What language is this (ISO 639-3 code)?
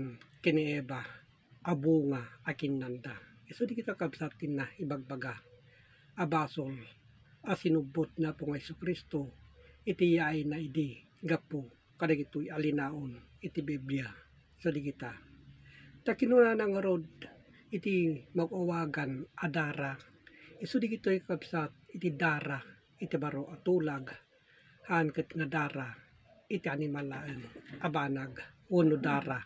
ilo